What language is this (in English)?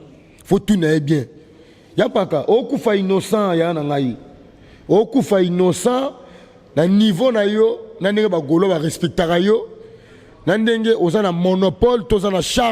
Lingala